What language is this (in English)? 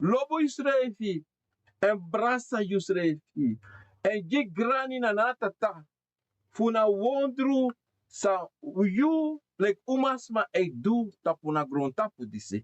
Sranan Tongo